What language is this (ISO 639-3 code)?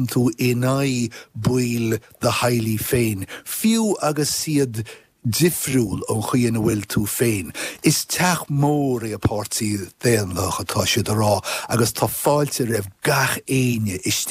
gle